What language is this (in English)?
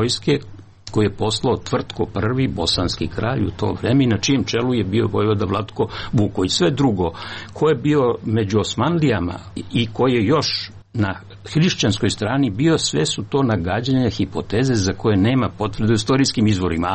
Serbian